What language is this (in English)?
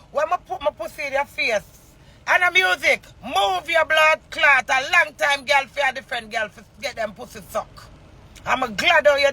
Jamaican Creole English